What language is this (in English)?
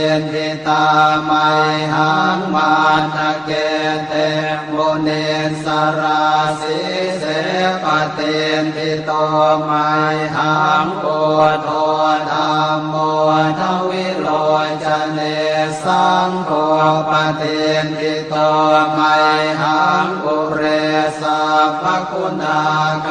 Pali